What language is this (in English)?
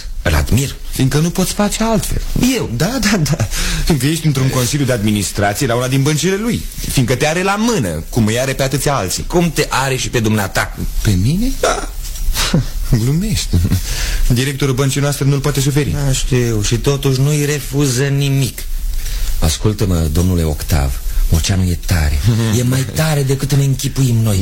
Romanian